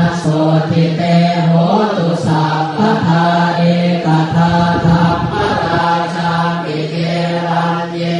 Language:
Pali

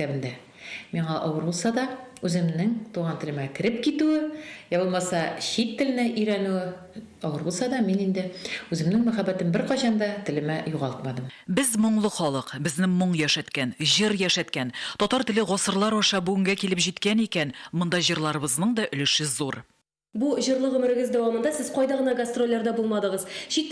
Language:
Tatar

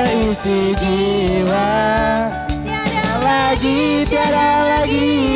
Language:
Musi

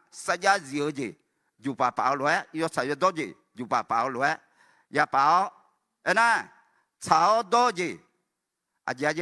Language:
Akha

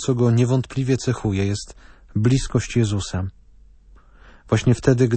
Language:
Polish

